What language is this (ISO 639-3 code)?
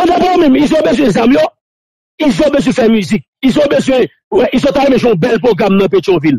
hat